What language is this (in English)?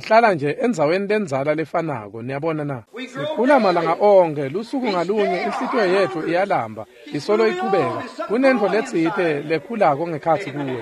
Swati